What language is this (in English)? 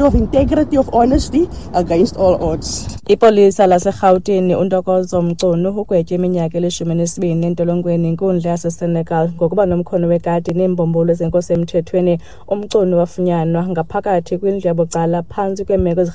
Xhosa